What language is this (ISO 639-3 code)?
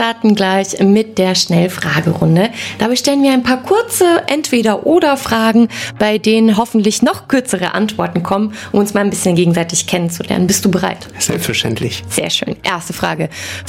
deu